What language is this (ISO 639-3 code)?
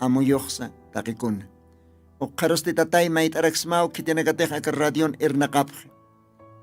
aym